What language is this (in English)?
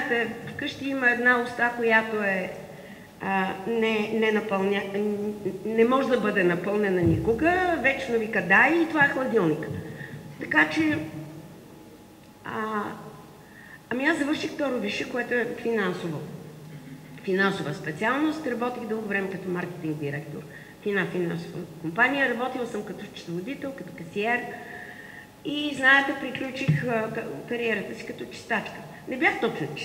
Bulgarian